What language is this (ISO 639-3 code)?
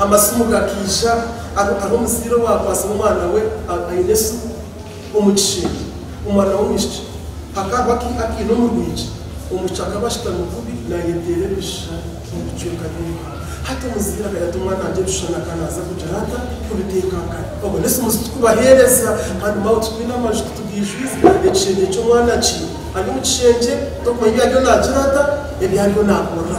nyn